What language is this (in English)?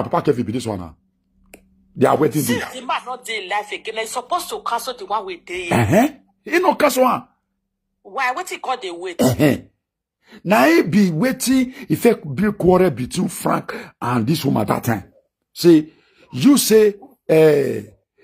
Nigerian Pidgin